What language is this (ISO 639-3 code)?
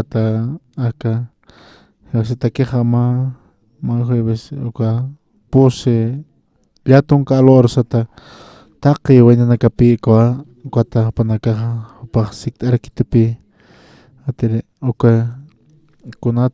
aym